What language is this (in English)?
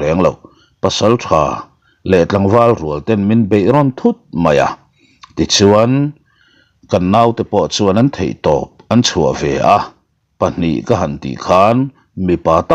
Mizo